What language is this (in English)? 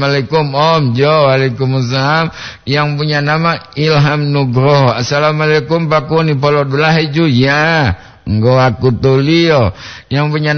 Gorontalo